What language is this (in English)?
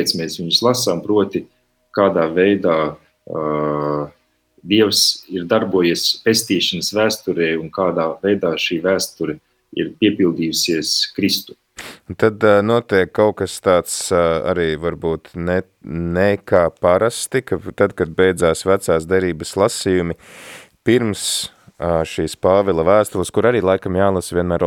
Latvian